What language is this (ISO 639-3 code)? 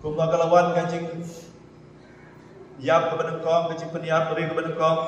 kha